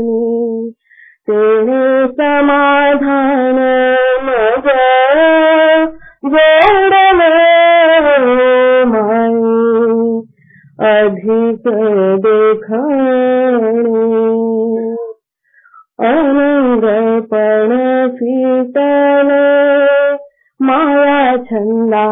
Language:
Marathi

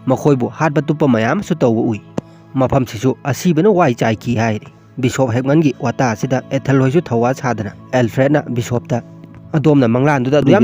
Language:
Manipuri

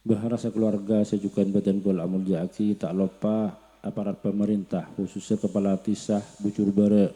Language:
Madurese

